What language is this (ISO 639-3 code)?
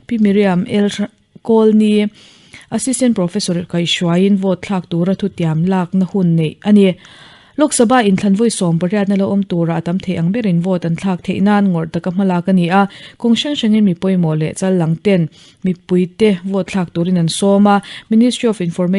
lus